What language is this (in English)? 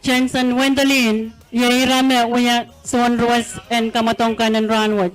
Pohnpeian